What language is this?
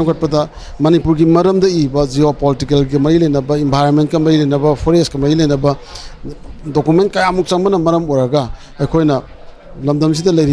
Manipuri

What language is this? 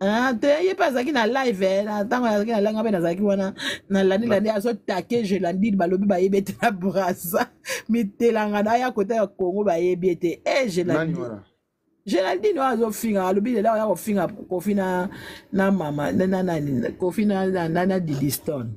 Lingala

